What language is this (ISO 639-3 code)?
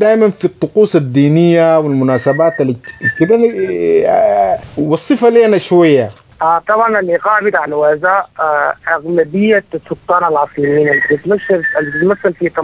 apd